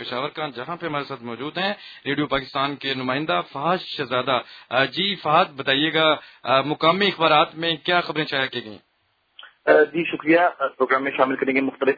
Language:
Urdu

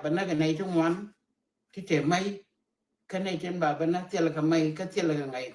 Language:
Nuer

